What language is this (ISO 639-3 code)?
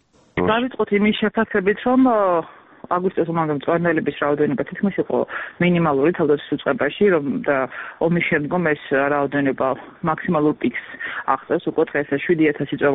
kat